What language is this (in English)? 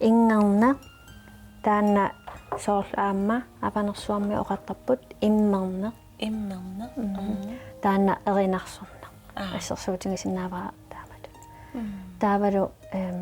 Kalaallisut